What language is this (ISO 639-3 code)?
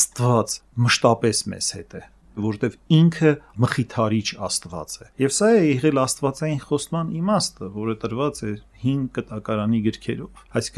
hye